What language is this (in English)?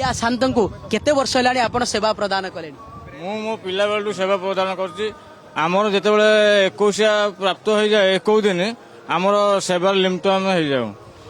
Odia